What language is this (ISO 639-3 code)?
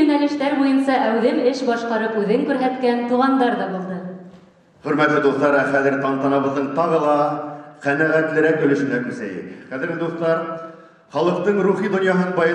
bak